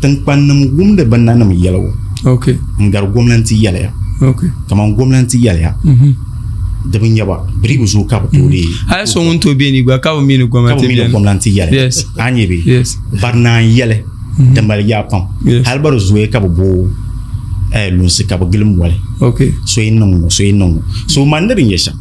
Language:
Dagbani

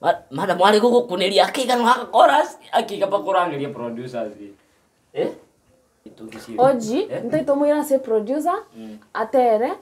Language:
Gusii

